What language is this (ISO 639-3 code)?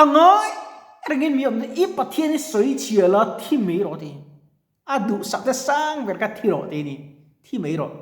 lus